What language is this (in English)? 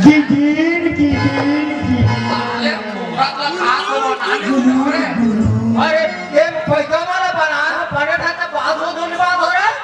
Chhattisgarhi